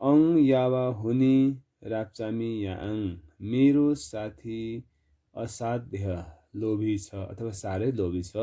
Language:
Nepali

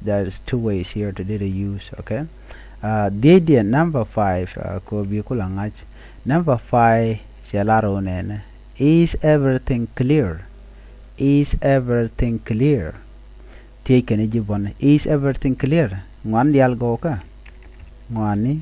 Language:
Nuer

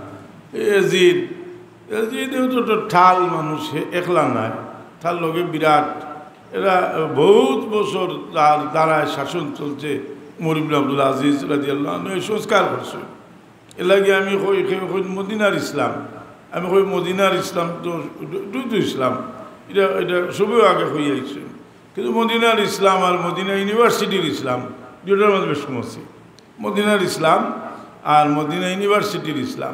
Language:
Sylheti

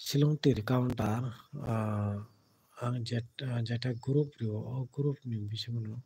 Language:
Kok Borok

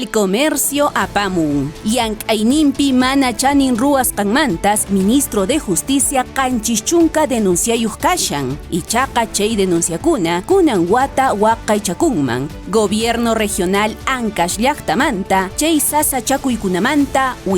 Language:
Quechua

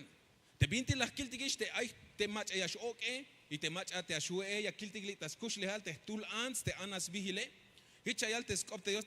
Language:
Tzeltal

